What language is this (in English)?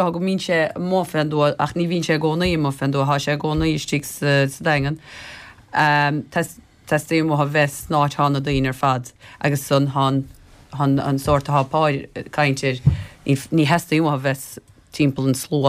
Irish